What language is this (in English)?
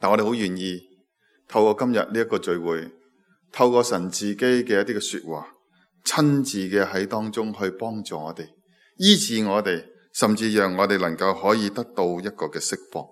Cantonese